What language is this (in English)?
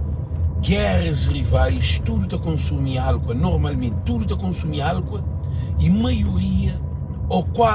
Kabuverdianu